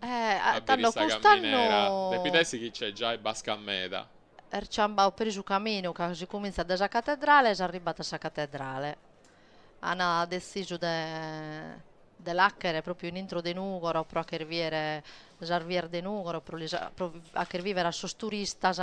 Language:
Sardinian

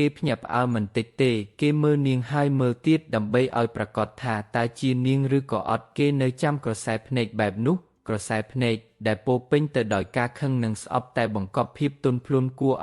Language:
Khmer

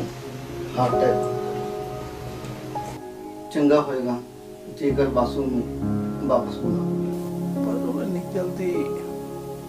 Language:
Punjabi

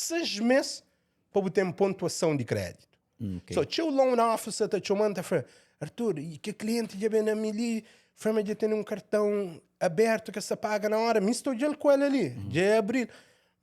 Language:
Kabuverdianu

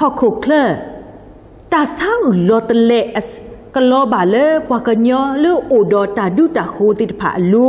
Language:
S'gaw Karen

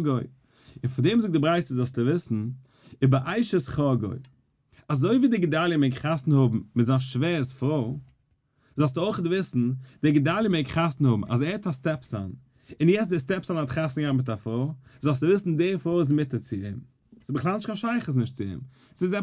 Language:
Yiddish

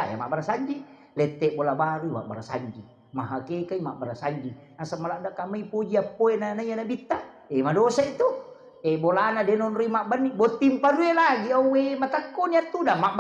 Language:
Buginese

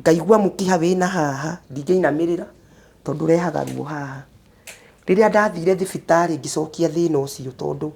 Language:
Kikuyu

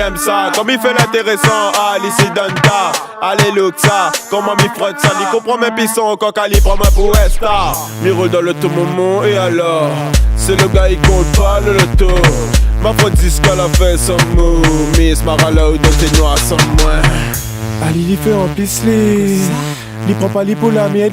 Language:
Réunion Creole French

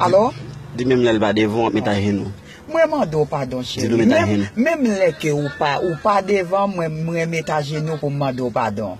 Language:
Haitian Creole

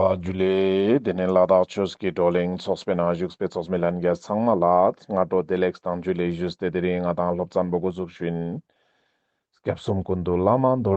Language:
Ladakhi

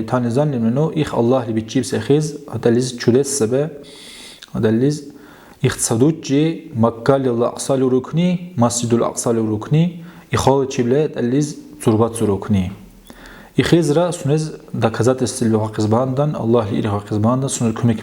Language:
Dargwa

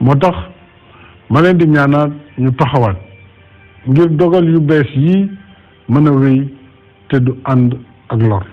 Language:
Wolof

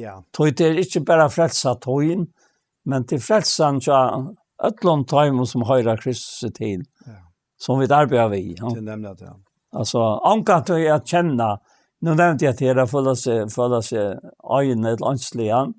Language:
Faroese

